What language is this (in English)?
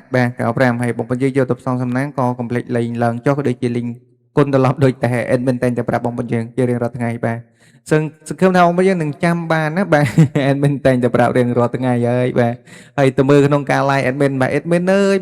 Khmer